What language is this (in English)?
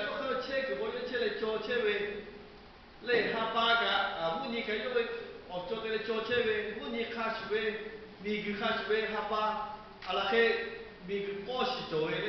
Lahu